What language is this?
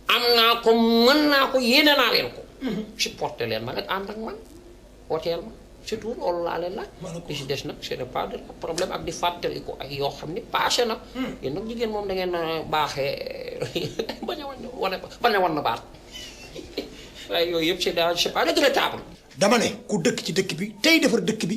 Wolof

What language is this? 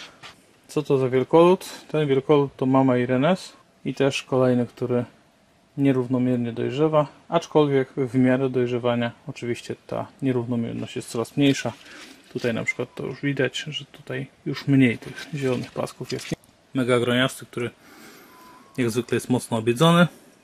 Polish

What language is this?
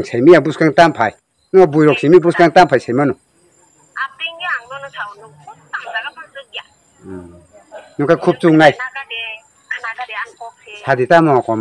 Kok Borok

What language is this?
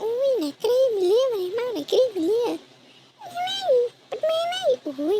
Khmer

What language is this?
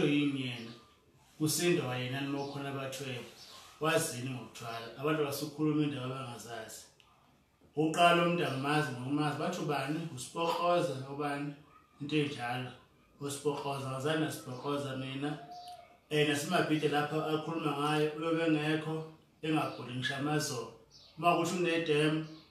Zulu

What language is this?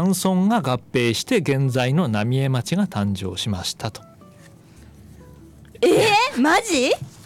Japanese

